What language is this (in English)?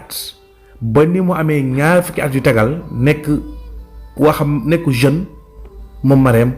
Wolof